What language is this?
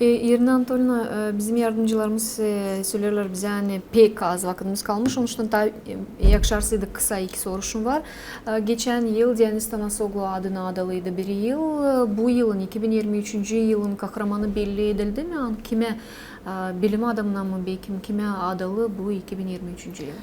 Gagauz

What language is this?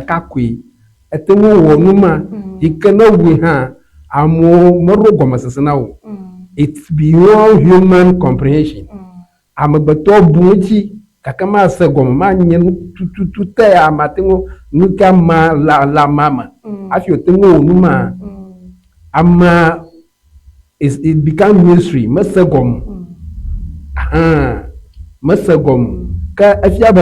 Ewe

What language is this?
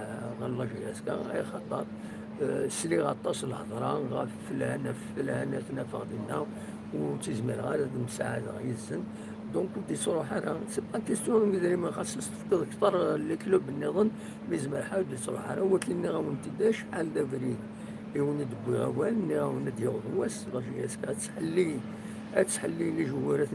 Kabyle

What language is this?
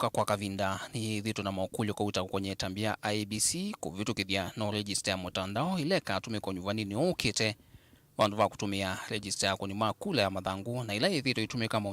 Kamba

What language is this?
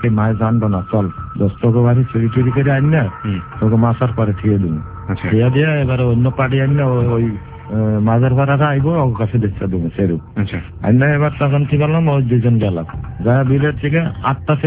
Bangla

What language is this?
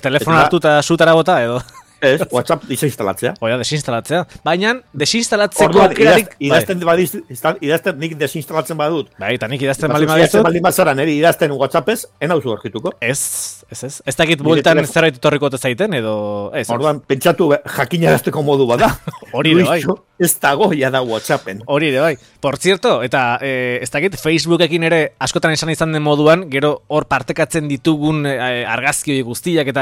Basque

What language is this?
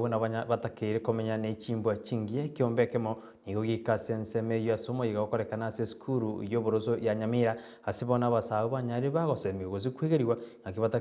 Gusii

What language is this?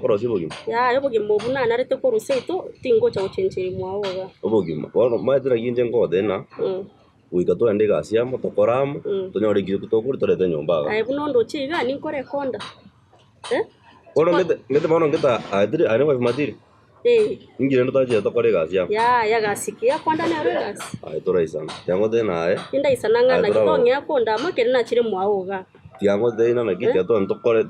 Gusii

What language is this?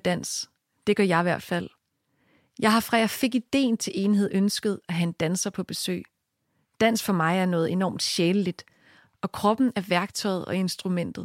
Danish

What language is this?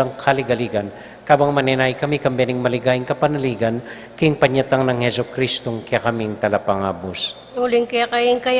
Pampanga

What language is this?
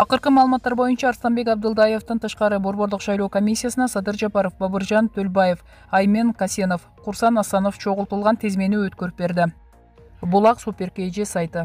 Kyrgyz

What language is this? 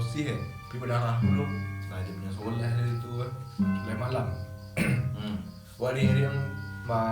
Minangkabau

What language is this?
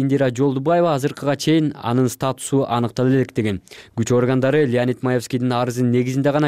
Kyrgyz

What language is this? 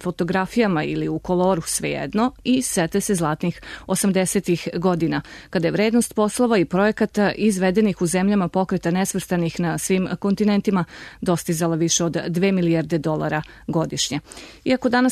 Serbian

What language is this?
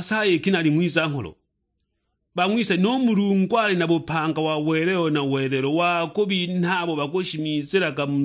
Sukuma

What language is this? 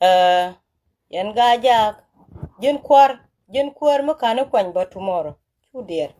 Nuer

